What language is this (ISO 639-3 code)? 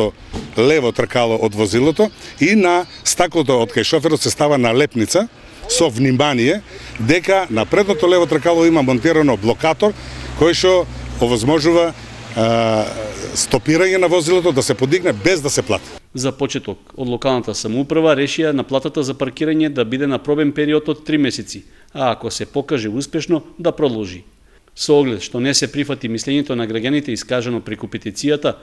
mkd